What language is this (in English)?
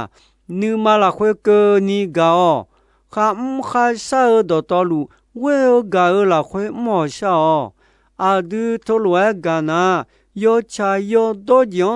Akha